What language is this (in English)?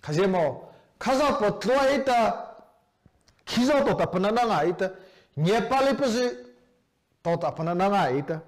Mara Chin